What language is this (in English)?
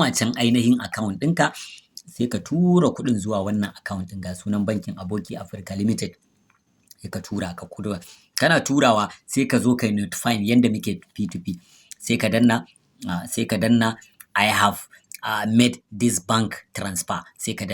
Hausa